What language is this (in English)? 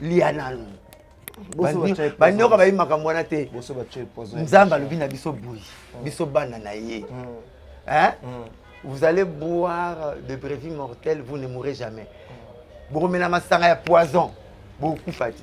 Lingala